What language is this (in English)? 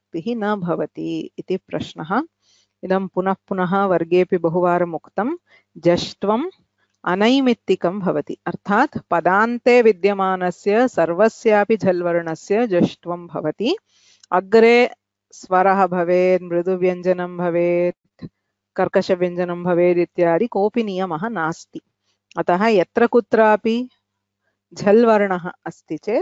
Sanskrit